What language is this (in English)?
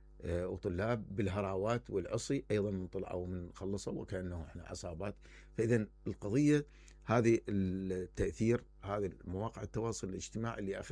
Mesopotamian Arabic